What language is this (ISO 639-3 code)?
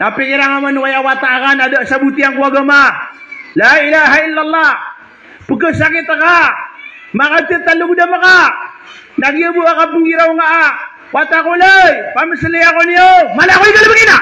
mrw